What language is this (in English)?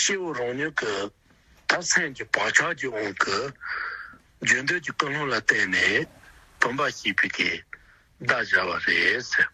Tibetan